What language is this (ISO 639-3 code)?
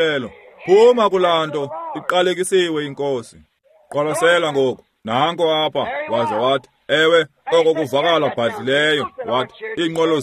xho